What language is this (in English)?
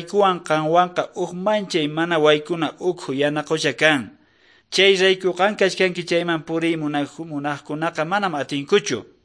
South Bolivian Quechua